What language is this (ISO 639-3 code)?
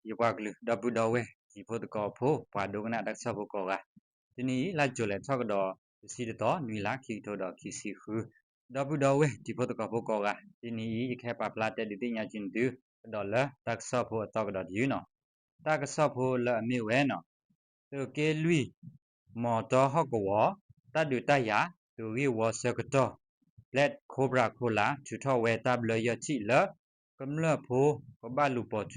ksw